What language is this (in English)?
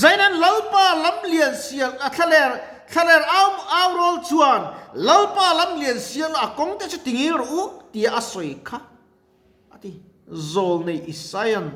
Mizo